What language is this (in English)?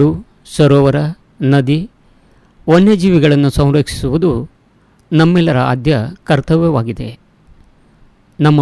Kannada